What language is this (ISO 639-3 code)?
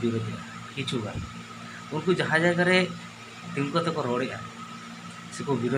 sat